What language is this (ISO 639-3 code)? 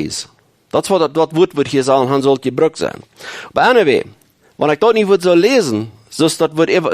pdt